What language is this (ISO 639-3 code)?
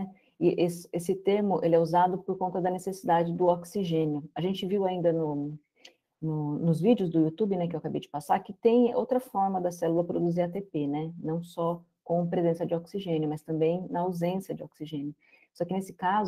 por